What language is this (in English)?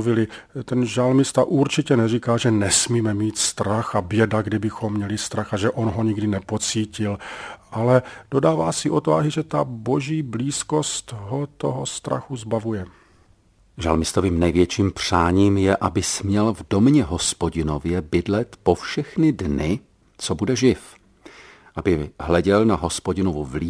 Czech